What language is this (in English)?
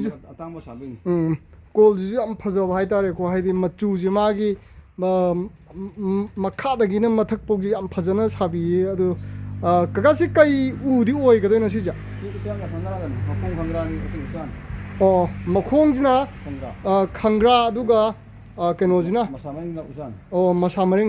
Manipuri